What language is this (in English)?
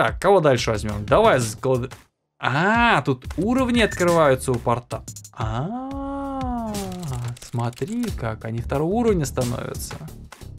Russian